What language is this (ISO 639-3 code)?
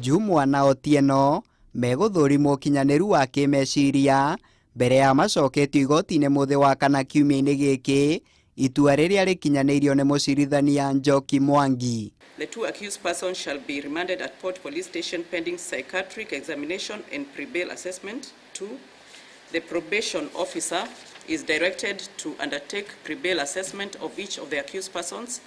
kik